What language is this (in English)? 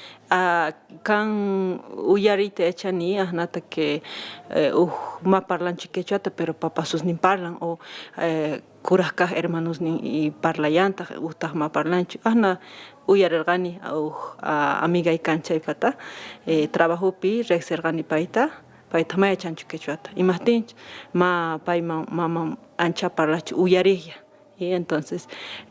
Quechua